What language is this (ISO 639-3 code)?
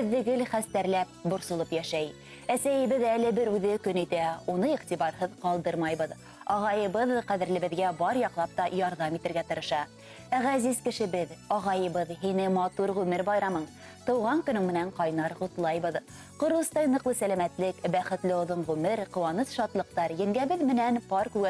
bak